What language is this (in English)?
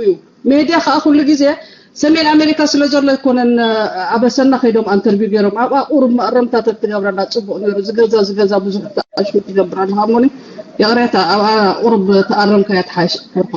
Tigrinya